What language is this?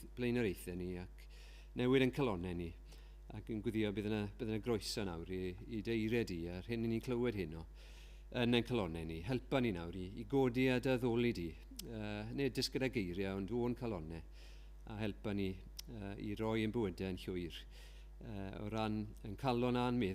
Welsh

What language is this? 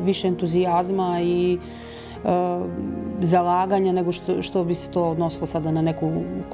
Serbian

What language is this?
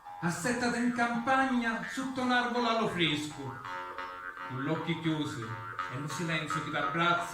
Sicilian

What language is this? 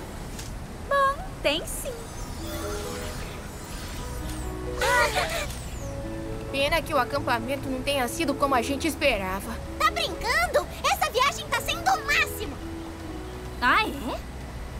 Portuguese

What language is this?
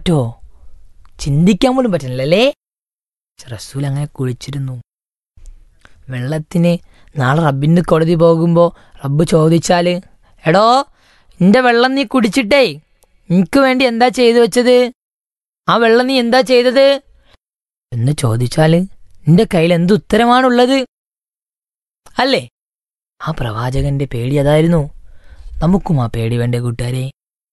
Malayalam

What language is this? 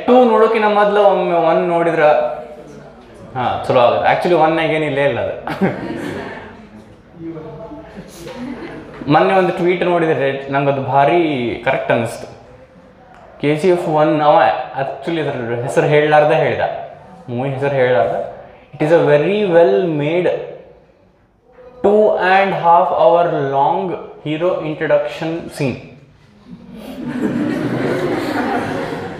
Kannada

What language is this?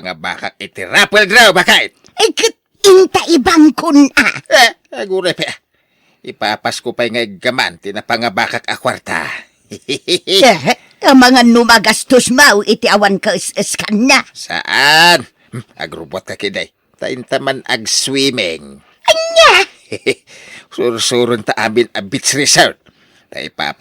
Iloko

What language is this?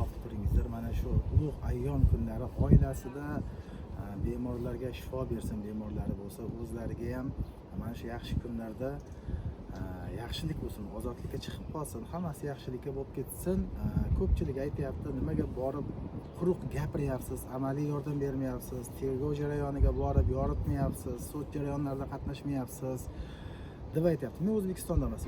Uzbek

